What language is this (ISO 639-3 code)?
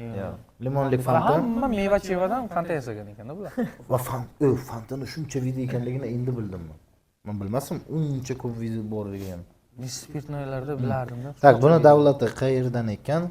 uzb